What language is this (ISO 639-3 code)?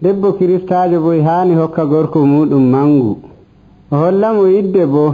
fuv